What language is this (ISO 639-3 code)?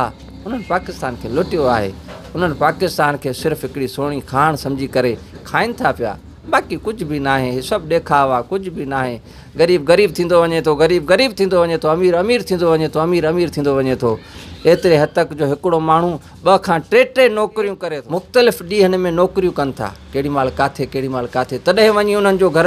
snd